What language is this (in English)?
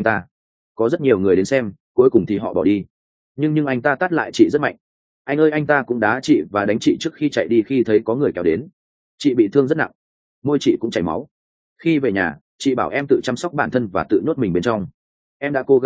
Vietnamese